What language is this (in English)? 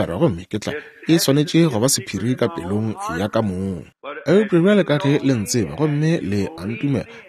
Northern Sotho